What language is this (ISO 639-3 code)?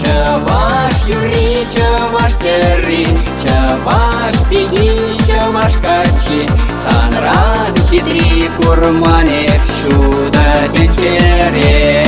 chv